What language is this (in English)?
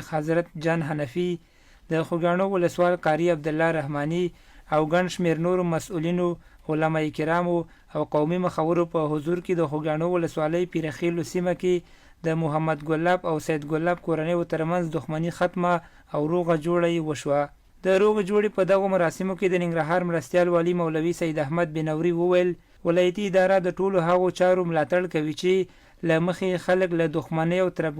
Pashto